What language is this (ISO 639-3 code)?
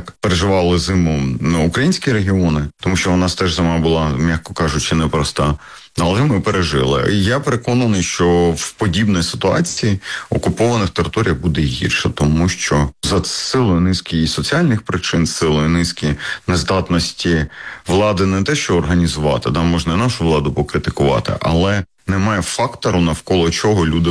ukr